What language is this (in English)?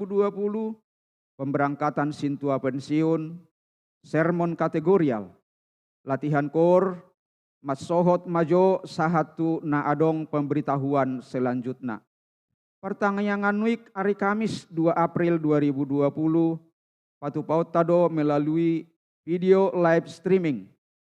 Batak Toba